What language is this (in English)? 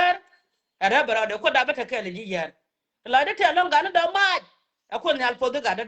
Nuer